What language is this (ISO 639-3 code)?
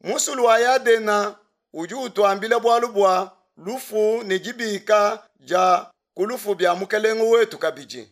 lua